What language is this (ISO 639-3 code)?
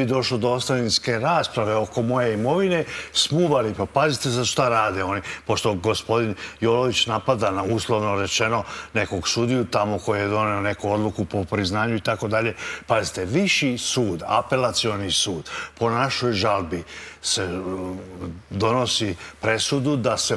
srp